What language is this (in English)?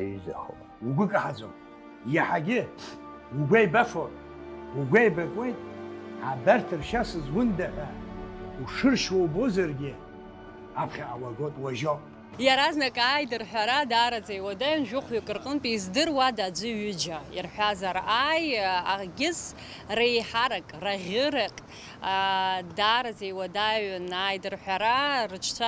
Abkhazian